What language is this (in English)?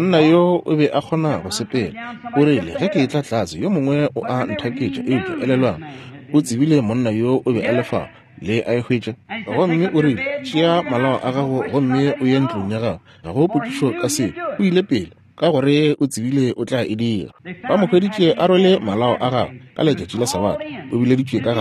Northern Sotho